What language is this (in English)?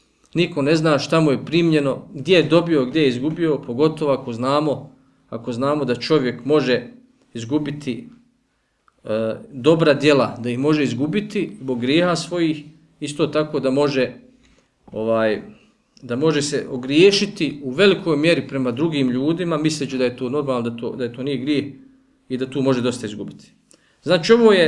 Bosnian